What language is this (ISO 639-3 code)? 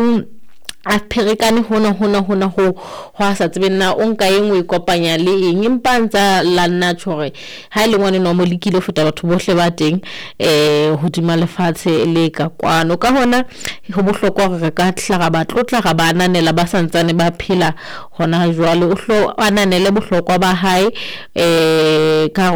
sot